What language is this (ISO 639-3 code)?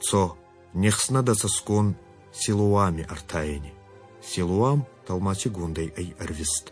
oss